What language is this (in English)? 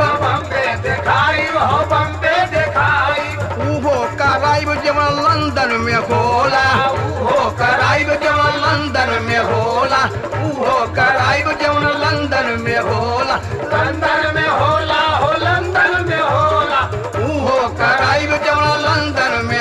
Bhojpuri